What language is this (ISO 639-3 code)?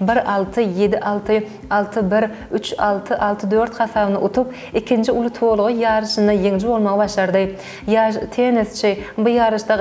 tuk